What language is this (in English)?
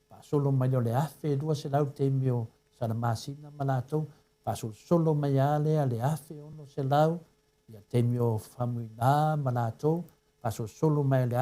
Samoan